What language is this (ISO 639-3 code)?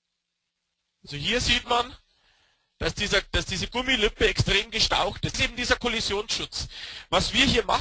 deu